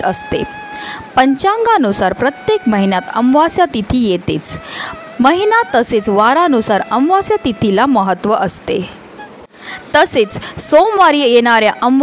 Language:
Marathi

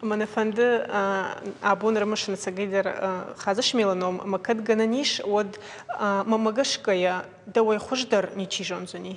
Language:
Ossetic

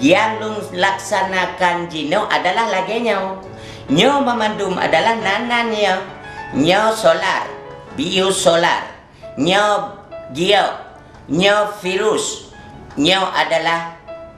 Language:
Achinese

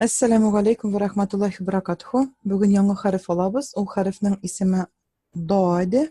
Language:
Tatar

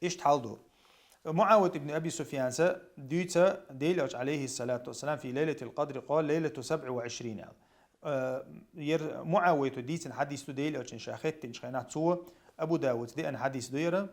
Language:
Chechen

